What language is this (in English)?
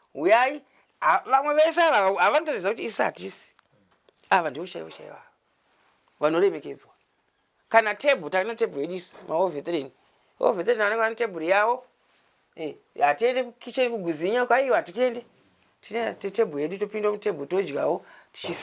Shona